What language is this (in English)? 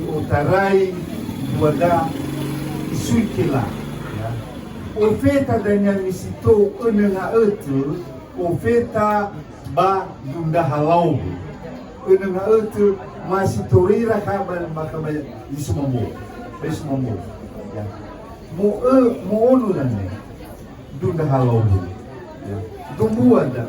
Nias